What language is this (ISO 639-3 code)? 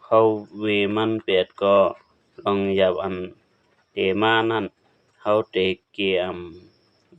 shn